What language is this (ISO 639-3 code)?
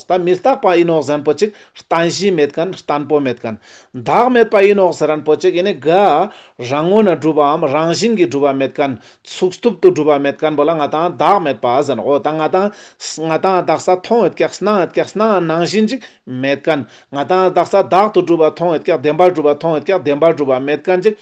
lbj